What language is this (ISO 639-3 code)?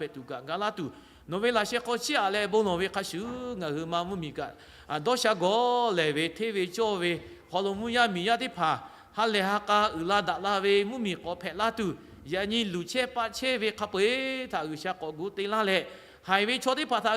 lhu